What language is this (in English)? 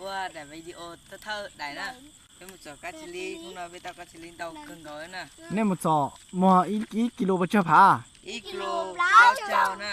Hmong